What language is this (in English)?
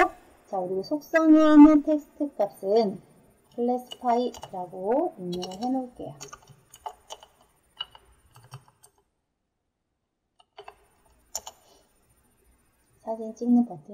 Korean